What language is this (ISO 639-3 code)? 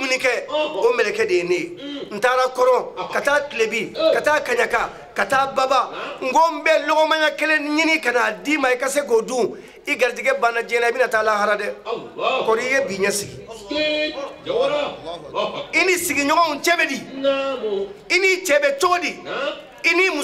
bam